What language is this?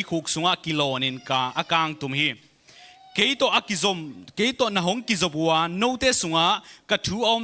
Tedim Chin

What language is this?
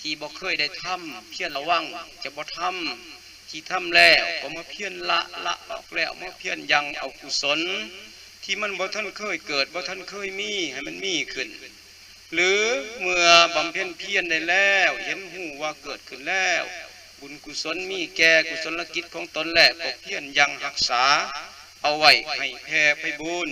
Lao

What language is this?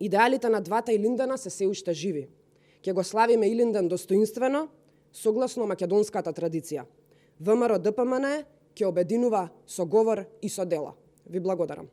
Macedonian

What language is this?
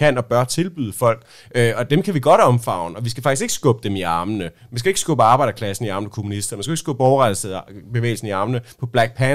Danish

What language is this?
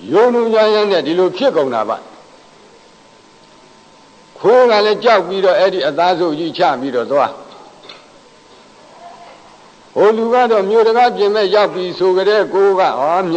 Burmese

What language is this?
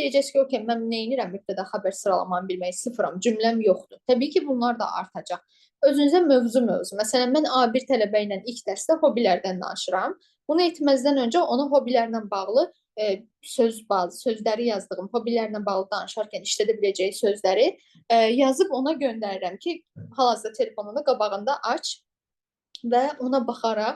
Azerbaijani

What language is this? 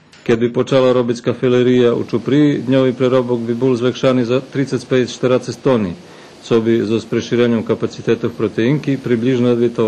Rusyn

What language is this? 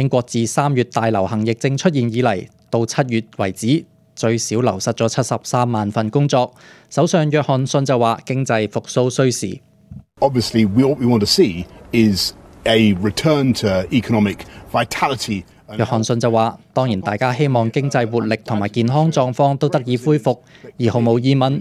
Cantonese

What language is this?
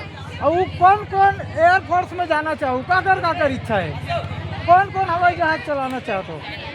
Chhattisgarhi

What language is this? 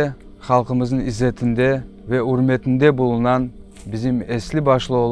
Crimean Tatar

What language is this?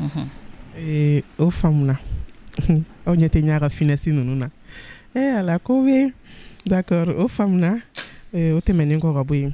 Bambara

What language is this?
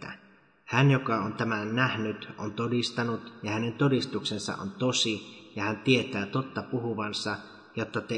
Finnish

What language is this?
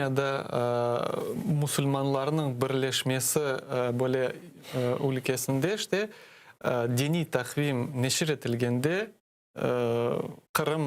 Crimean Tatar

